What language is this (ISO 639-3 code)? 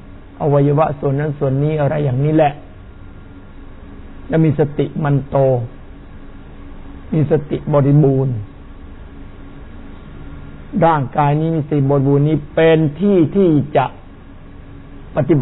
tha